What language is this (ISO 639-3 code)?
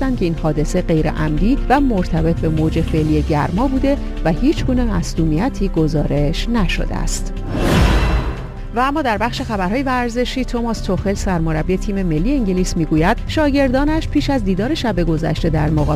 fas